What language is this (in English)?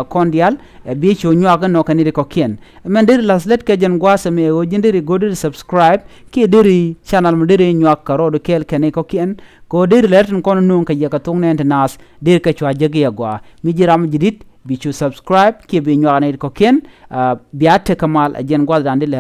Nuer